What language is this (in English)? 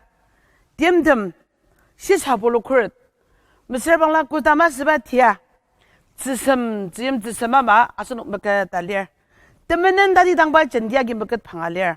Ao Naga